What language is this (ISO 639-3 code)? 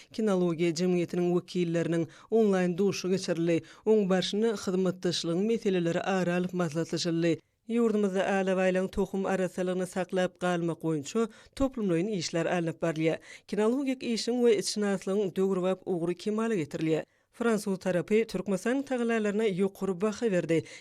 tuk